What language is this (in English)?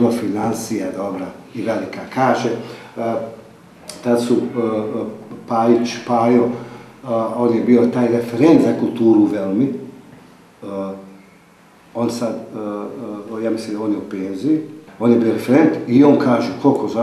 Bosnian